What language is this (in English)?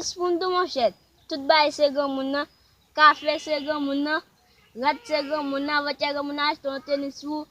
Haitian Creole